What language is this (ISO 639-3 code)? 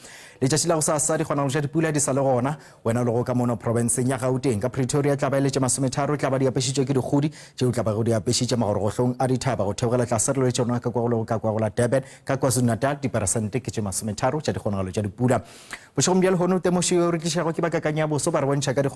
nso